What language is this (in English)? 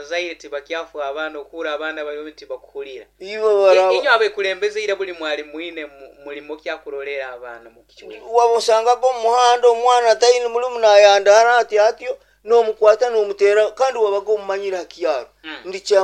Nyoro